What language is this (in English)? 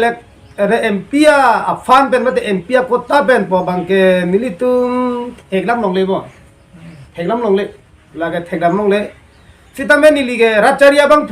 Karbi